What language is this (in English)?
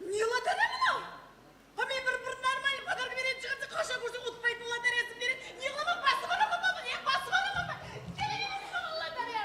Kara-Kalpak